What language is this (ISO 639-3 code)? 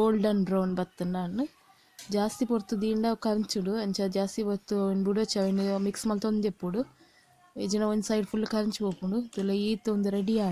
tcy